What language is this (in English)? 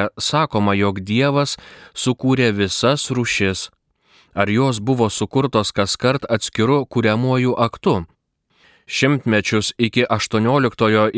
Lithuanian